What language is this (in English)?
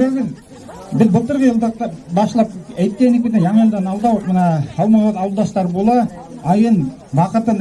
Bashkir